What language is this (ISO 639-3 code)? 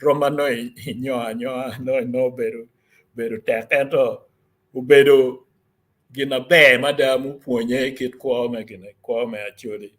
ach